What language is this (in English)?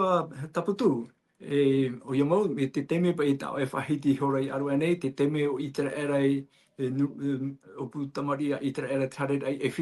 Tahitian